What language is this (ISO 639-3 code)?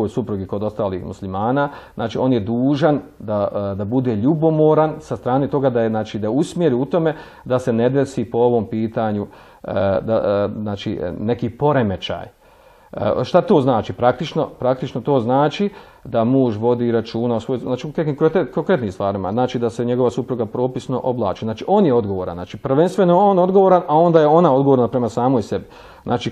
bos